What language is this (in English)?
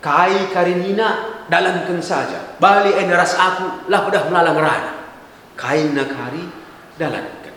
Batak Karo